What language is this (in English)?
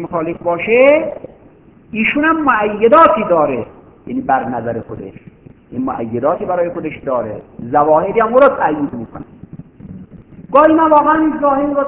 Persian